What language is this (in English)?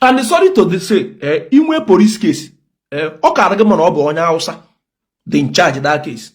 Igbo